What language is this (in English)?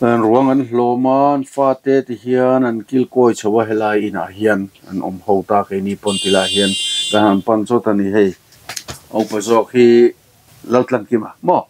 Mizo